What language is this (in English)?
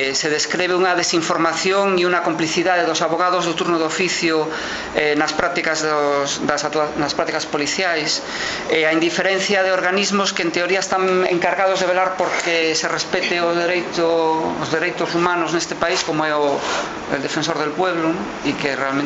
Galician